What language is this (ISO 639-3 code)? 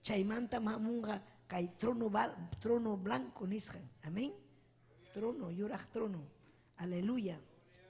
quy